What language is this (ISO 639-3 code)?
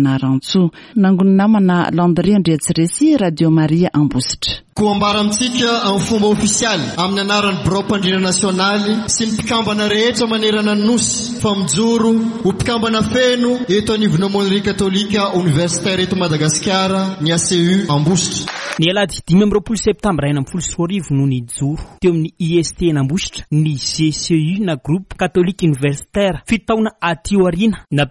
mlg